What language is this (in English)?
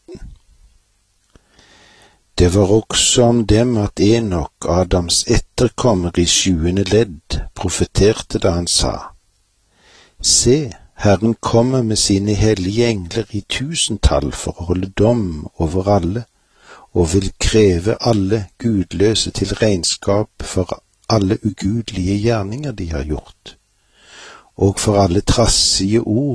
Norwegian